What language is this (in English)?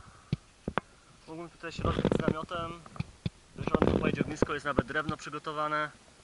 Polish